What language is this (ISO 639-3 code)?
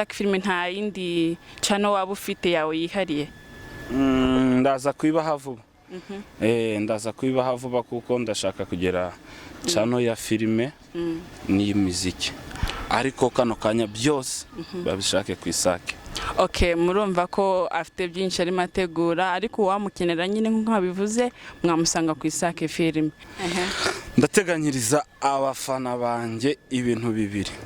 kin